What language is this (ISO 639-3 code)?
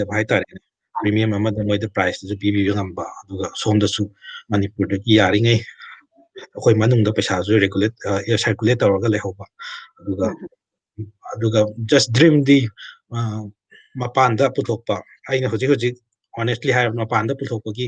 mni